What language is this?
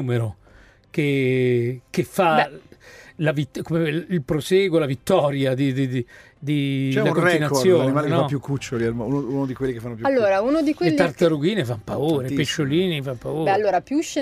Italian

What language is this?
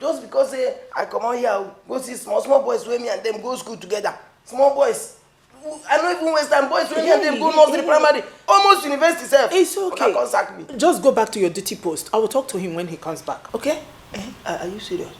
Nigerian Pidgin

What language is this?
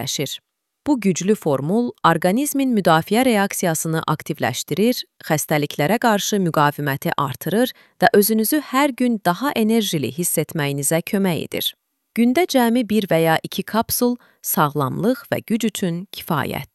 Azerbaijani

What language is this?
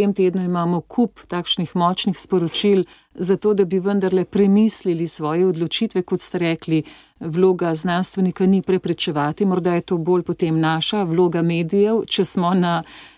Slovenian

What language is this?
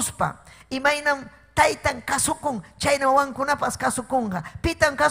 Ayacucho Quechua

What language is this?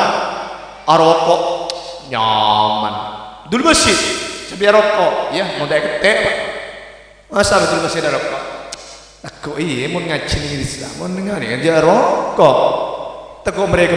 Madurese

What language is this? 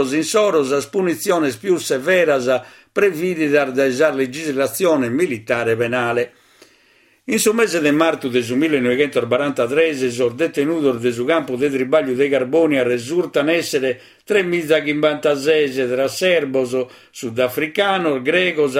Sardinian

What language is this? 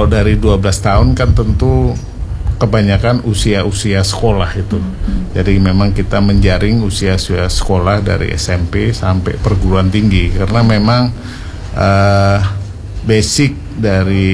Indonesian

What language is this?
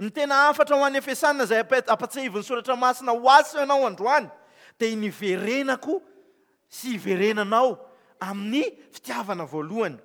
Malagasy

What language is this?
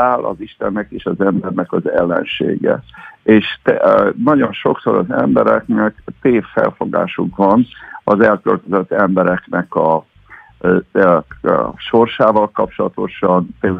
Hungarian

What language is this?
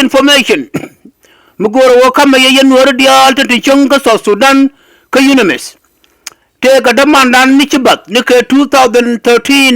Nuer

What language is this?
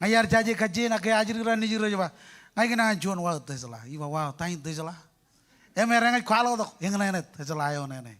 Marshallese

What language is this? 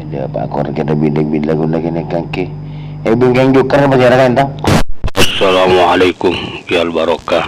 Madurese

